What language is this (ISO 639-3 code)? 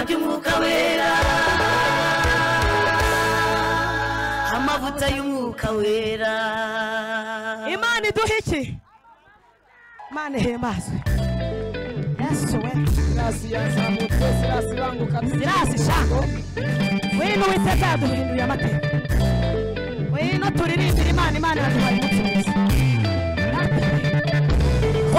kin